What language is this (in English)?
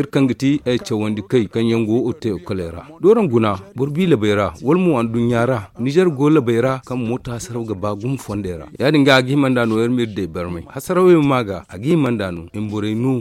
Zarma